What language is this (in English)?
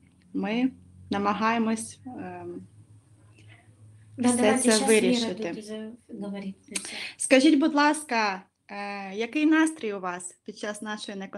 Ukrainian